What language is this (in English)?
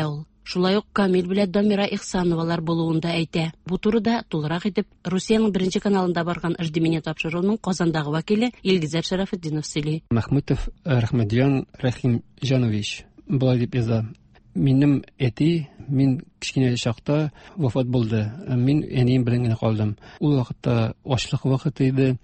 Tatar